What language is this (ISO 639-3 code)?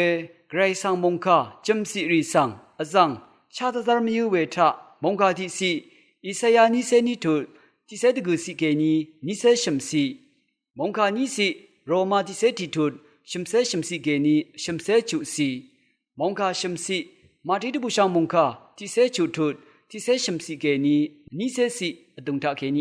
raw